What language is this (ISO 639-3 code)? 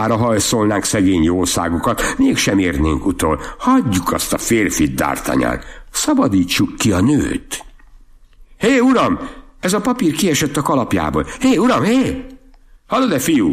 hun